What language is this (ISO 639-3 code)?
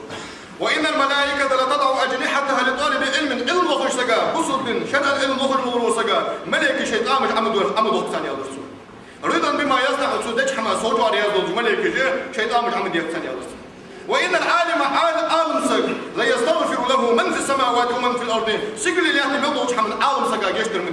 inh